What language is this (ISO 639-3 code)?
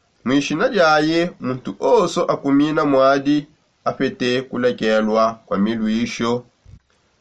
sop